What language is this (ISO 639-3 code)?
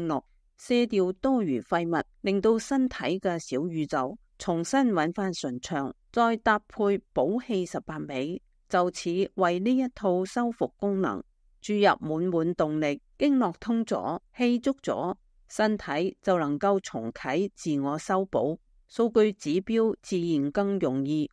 yue